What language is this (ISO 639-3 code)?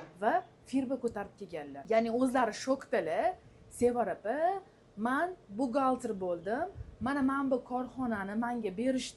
uzb